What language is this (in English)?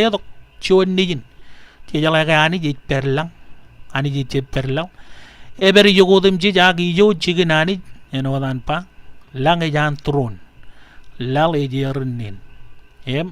Marshallese